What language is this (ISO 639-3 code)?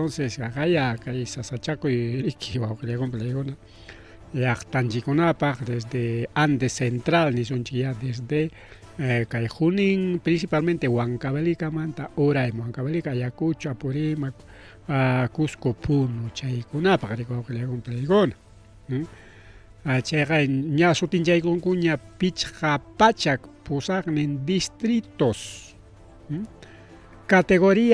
quy